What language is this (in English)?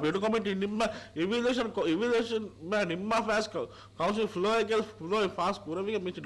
Divehi